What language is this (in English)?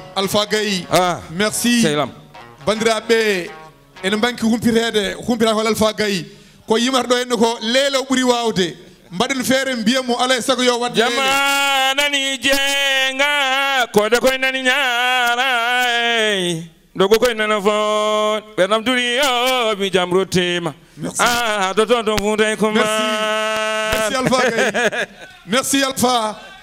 Fula